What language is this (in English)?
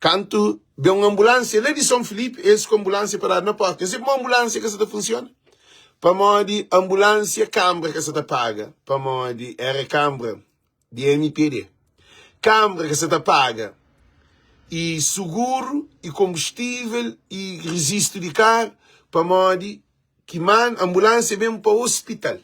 Kabuverdianu